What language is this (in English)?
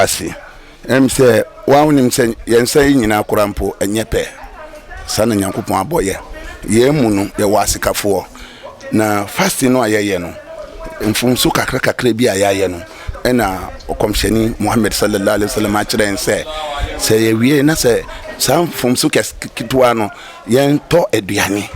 Akan